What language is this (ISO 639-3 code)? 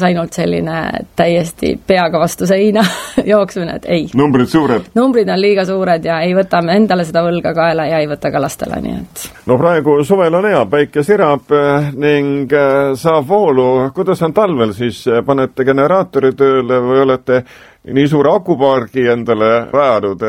est